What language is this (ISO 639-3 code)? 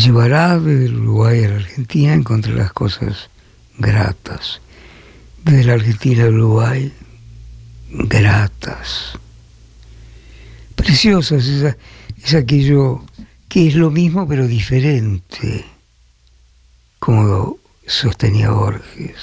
spa